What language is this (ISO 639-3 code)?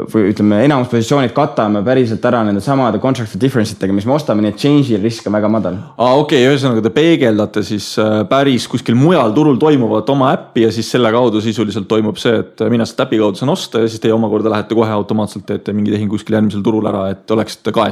est